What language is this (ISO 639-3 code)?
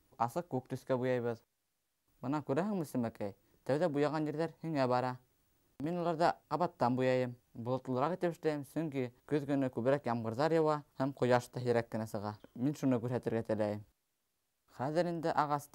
bak